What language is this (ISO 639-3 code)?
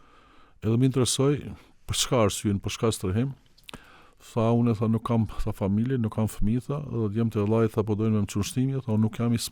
sqi